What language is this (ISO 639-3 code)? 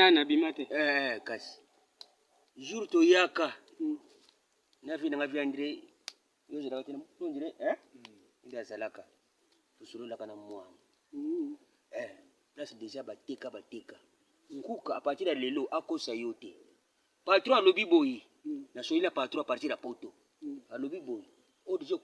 lin